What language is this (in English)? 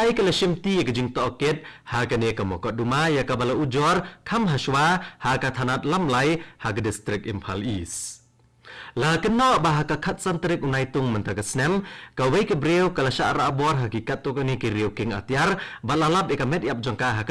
Khasi